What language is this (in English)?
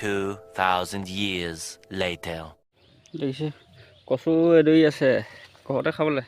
Assamese